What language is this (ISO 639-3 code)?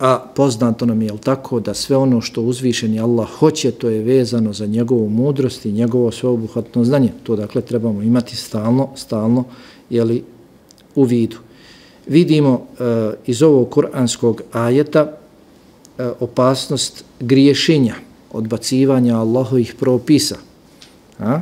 bos